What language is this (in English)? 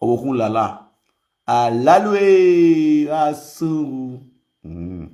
Nigerian Pidgin